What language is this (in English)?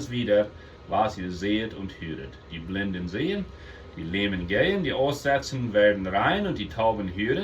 Plautdietsch